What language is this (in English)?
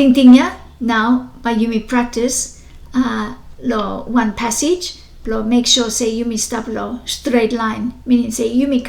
Bislama